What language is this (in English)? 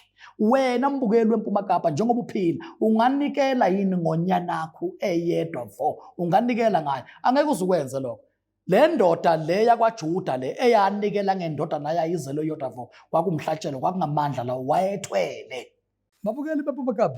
Zulu